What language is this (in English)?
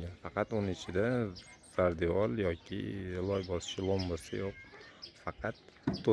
Uzbek